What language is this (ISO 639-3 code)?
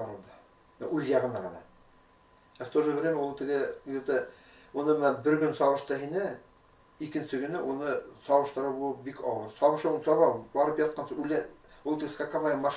bak